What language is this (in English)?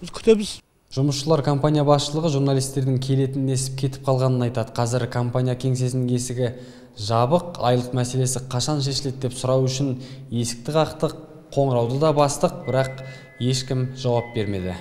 Kyrgyz